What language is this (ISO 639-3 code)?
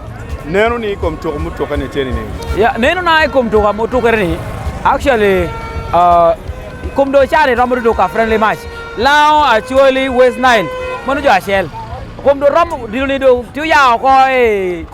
ach